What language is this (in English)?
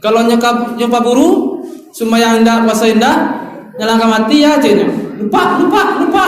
Minangkabau